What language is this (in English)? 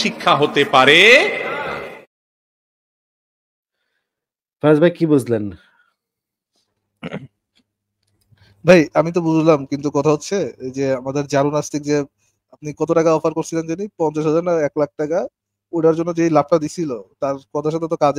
Bangla